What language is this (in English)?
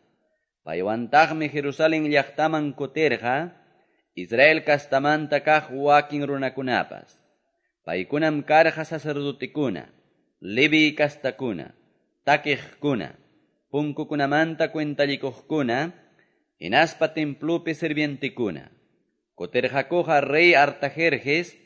Quechua